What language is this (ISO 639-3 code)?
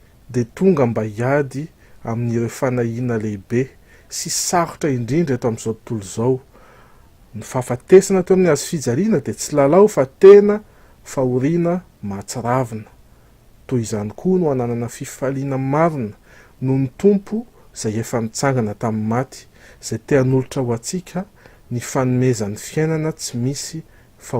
mlg